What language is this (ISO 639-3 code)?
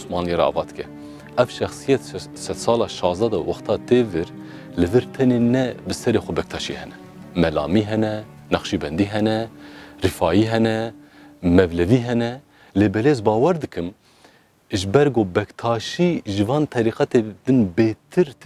kur